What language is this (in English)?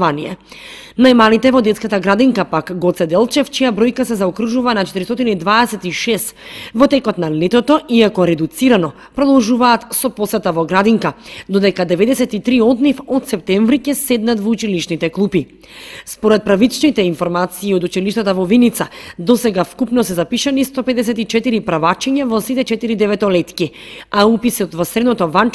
Macedonian